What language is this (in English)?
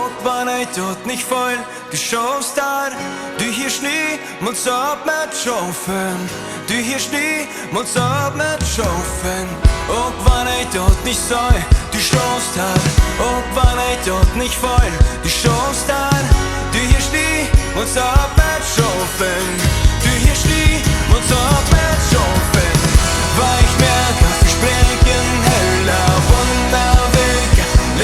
Plautdietsch